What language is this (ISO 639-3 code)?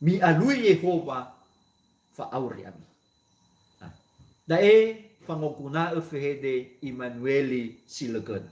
nia